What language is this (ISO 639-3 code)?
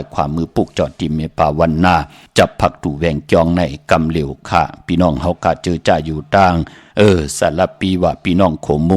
shn